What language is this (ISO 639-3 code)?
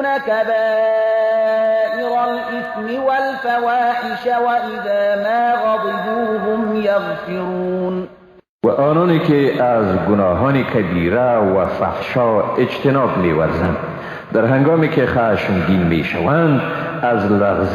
fas